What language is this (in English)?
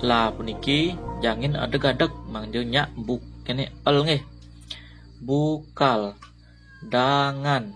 Balinese